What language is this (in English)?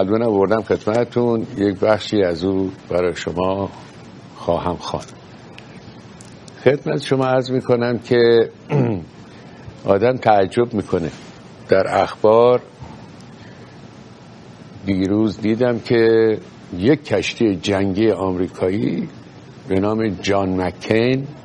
Persian